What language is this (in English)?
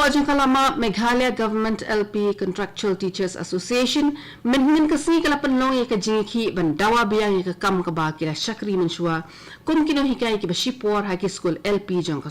Khasi